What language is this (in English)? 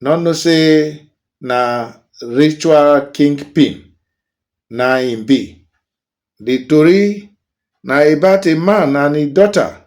Nigerian Pidgin